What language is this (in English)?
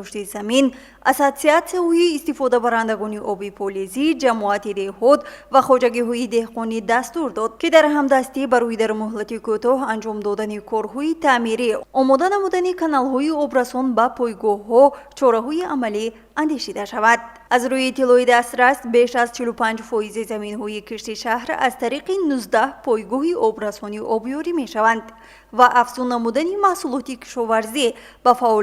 Tajik